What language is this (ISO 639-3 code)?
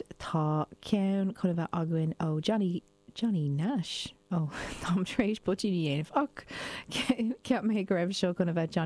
gle